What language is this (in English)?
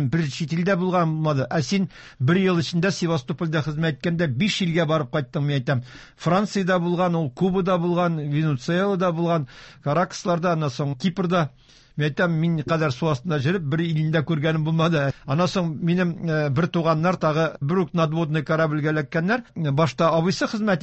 Tatar